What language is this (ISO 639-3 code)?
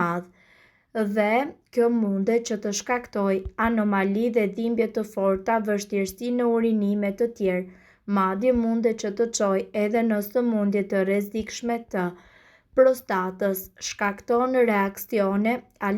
sqi